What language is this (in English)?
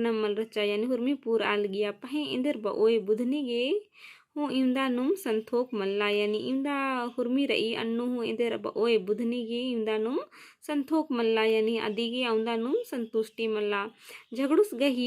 Kurukh